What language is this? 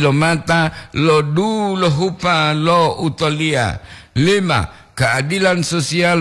Gorontalo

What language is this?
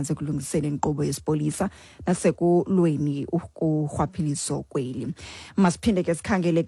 Xhosa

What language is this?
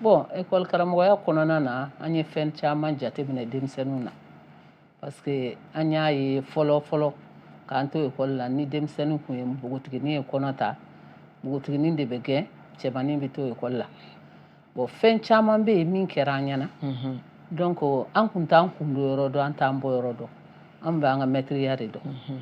Bambara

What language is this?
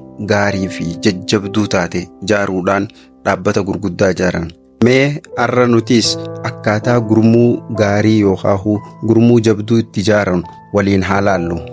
Oromo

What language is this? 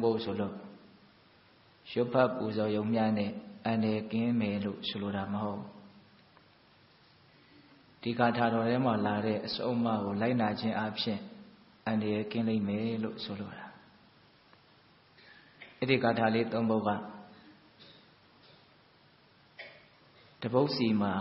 Burmese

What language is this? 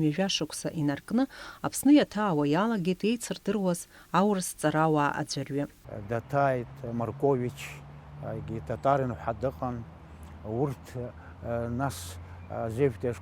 Abkhazian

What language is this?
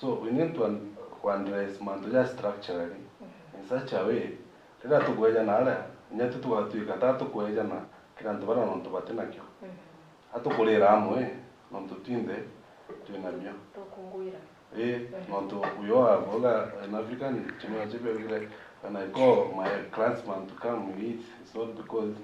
Meru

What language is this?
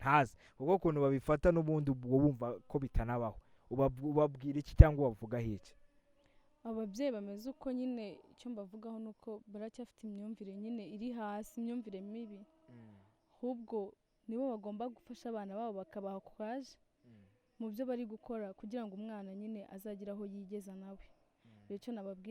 Kinyarwanda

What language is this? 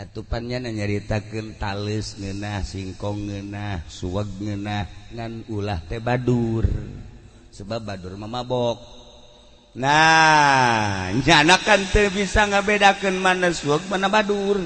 Sundanese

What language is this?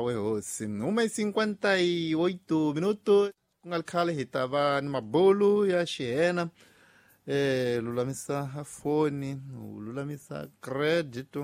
Tsonga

